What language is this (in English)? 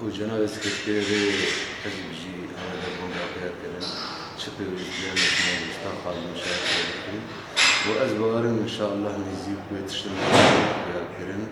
Kurdish